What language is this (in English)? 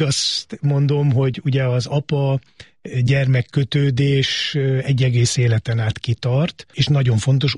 Hungarian